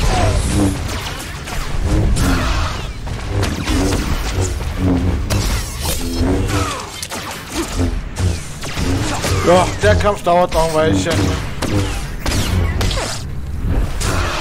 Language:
German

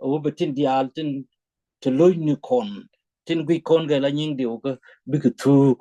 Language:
Nuer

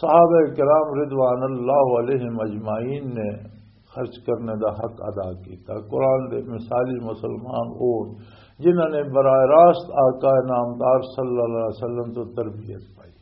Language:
Western Panjabi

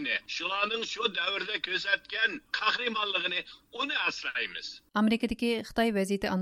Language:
Uyghur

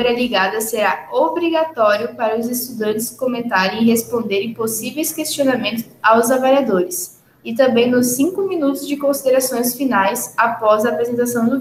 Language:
Portuguese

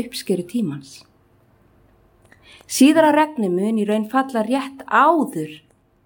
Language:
Icelandic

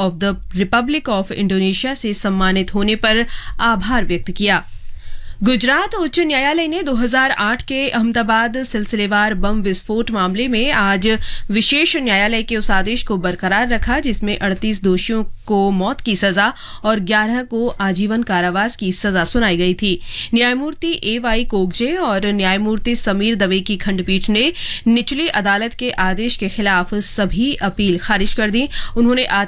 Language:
Hindi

